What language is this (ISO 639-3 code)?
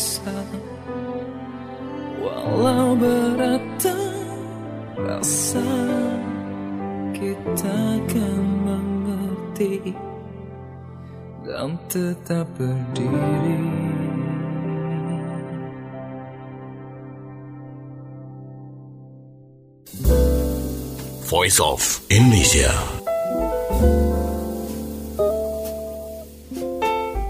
ind